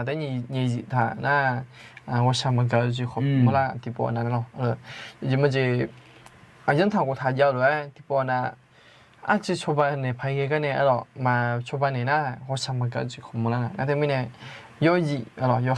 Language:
Akha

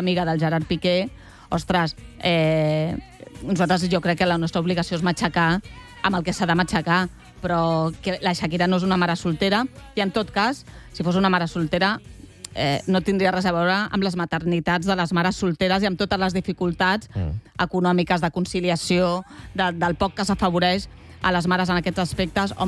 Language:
Catalan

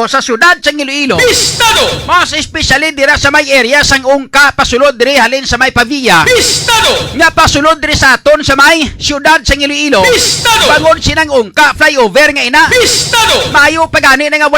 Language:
Hiligaynon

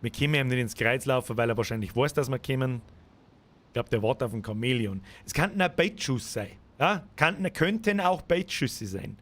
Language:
Bavarian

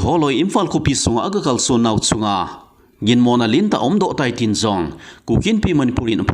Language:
Thado Chin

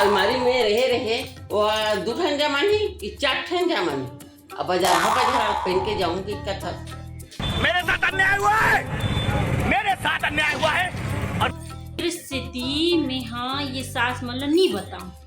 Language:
Chhattisgarhi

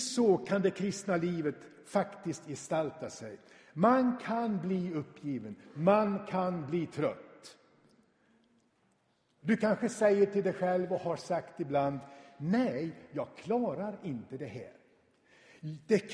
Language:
Swedish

